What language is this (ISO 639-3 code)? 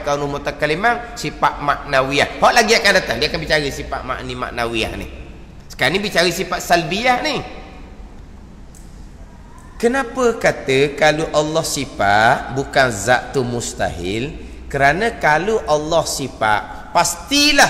msa